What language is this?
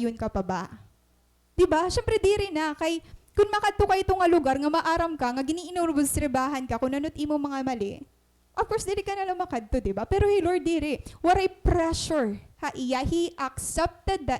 Waray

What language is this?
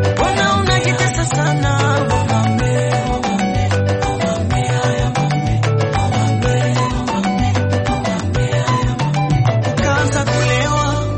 Swahili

